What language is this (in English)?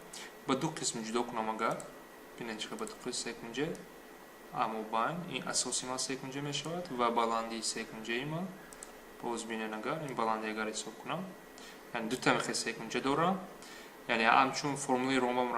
Tajik